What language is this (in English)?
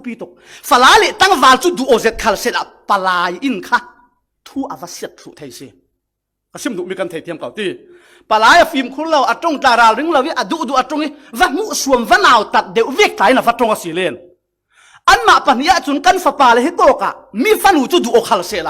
Falam Chin